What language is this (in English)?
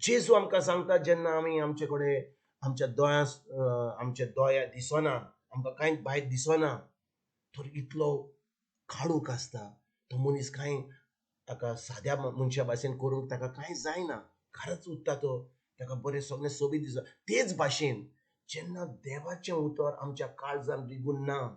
Konkani